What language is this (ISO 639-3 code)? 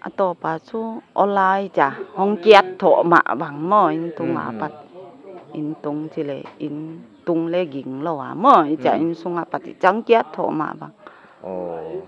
pck